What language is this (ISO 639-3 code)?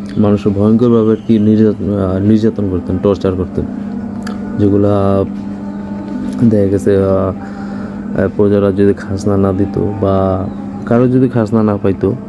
ben